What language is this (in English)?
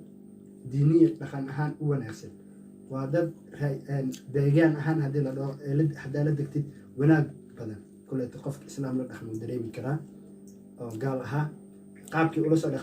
Somali